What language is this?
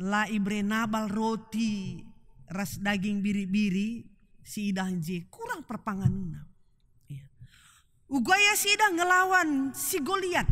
Batak Karo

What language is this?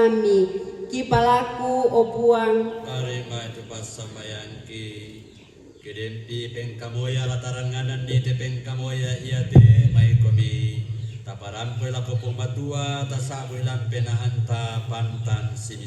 Toraja-Sa'dan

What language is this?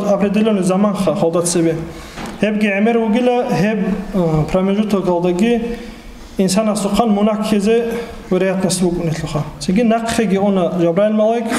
Avaric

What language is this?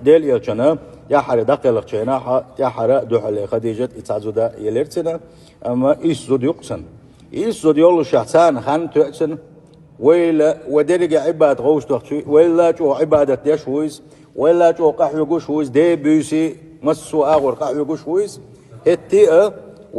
Chechen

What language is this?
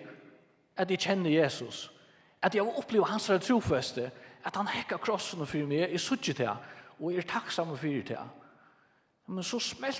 Faroese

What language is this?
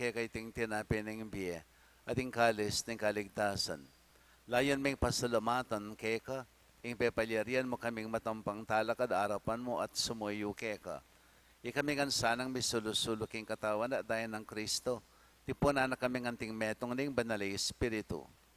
Pampanga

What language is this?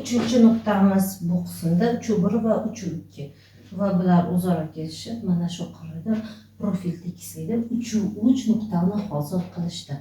Uzbek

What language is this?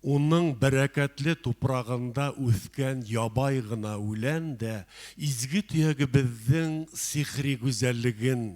Bashkir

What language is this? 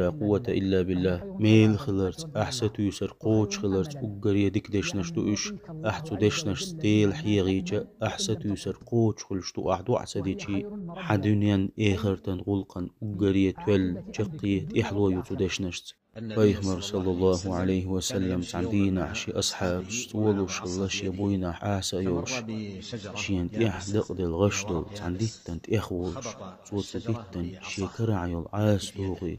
Chechen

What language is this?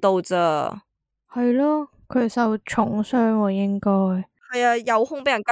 Cantonese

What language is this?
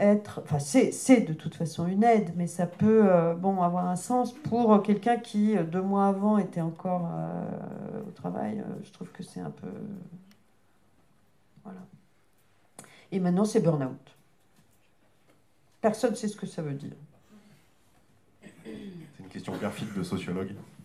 French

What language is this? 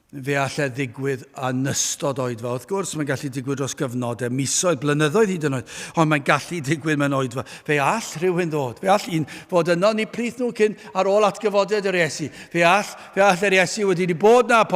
Welsh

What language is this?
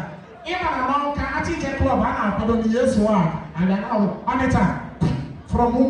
Igbo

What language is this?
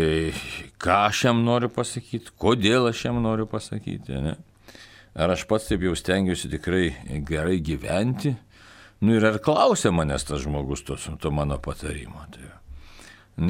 Lithuanian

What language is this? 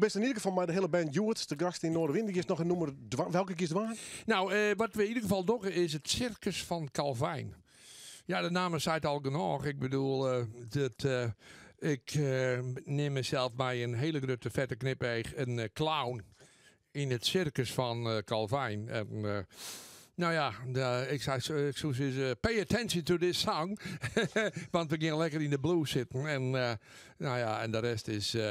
Western Frisian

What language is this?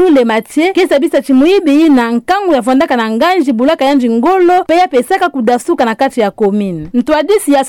Kituba (Democratic Republic of Congo)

